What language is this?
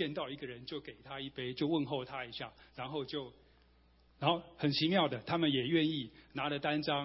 Chinese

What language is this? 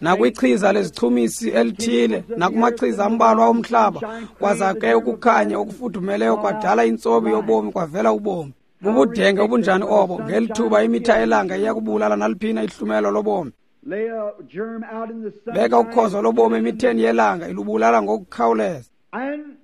Xhosa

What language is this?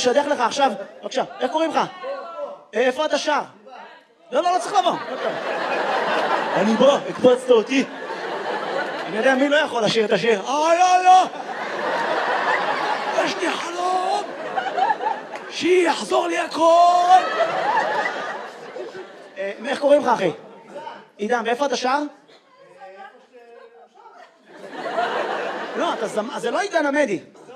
Hebrew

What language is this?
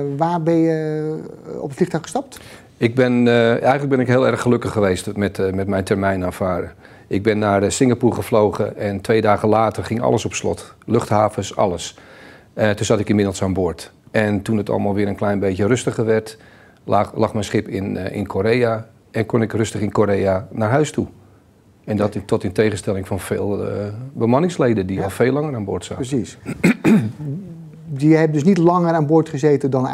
Dutch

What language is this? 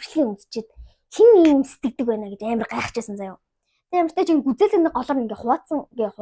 Mongolian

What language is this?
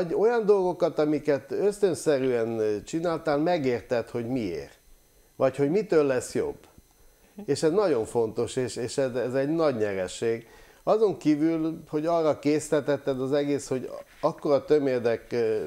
Hungarian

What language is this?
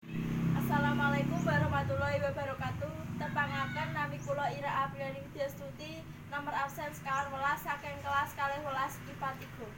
Javanese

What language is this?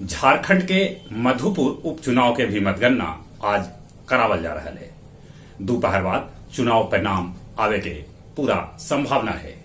Magahi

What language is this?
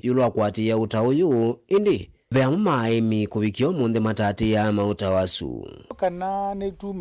Kamba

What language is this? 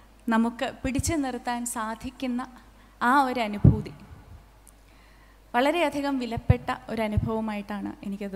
Malayalam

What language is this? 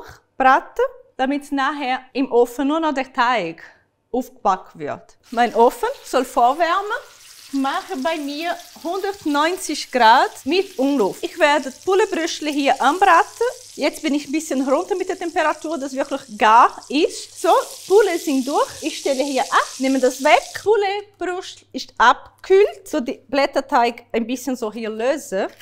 Swiss German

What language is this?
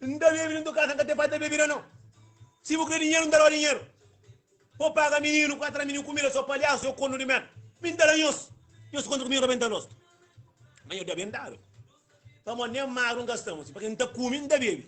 Kabuverdianu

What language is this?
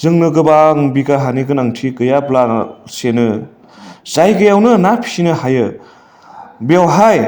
Bodo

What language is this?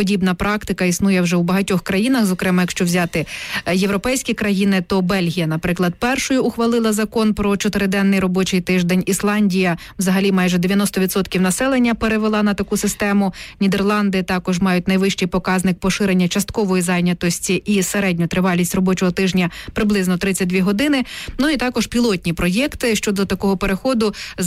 Ukrainian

